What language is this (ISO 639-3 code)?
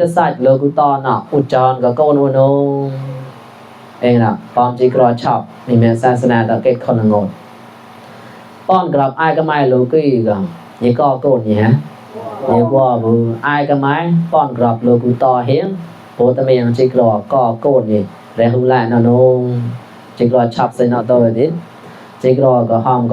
mnw